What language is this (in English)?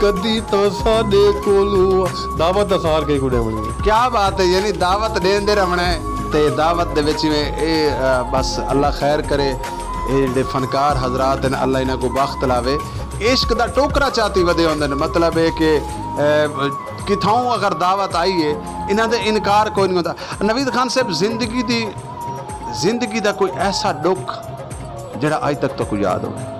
Saraiki